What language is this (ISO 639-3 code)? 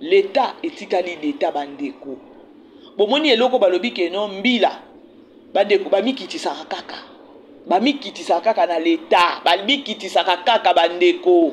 lin